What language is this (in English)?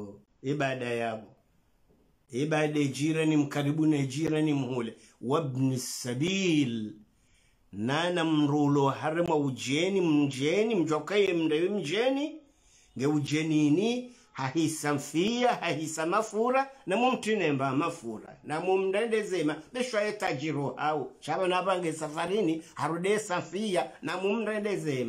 Swahili